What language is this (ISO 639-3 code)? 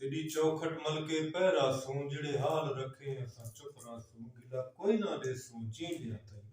skr